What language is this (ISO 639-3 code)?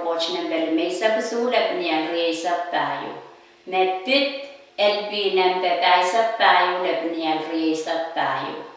pon